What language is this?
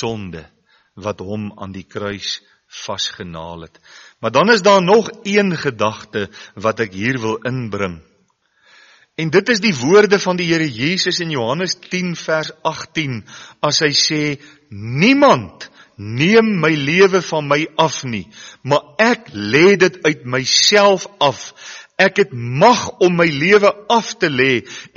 Afrikaans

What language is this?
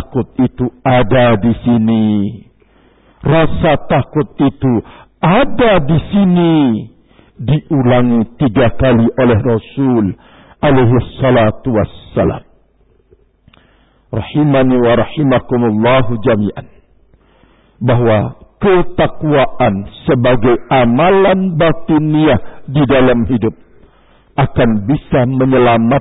Indonesian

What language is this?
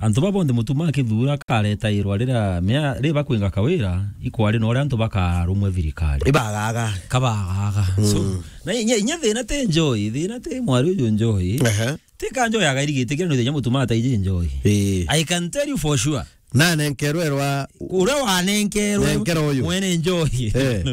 Meru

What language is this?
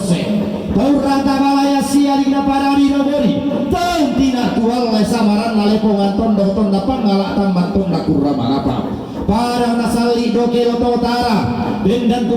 Toraja-Sa'dan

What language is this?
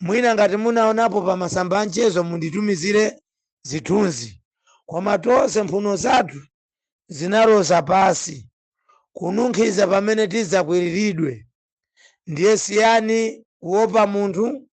Nyanja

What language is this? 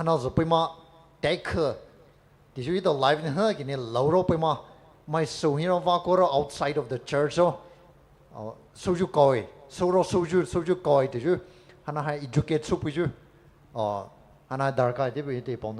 Poumei Naga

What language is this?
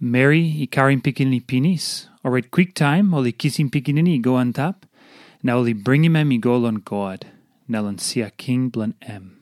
Tok Pisin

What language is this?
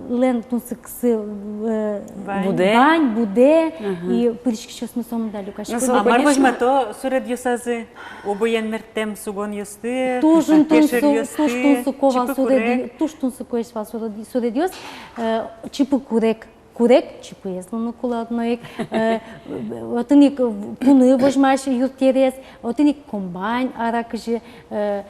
Udmurt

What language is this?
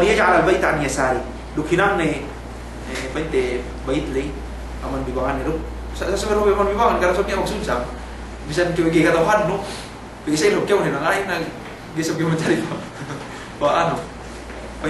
Yakan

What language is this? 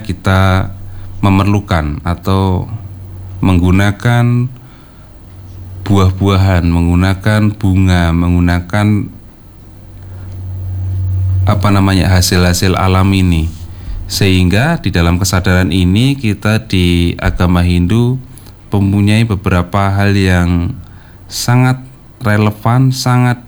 Indonesian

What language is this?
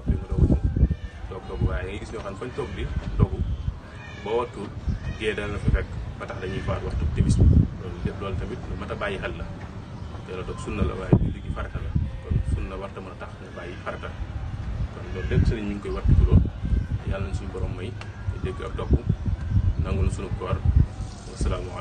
Wolof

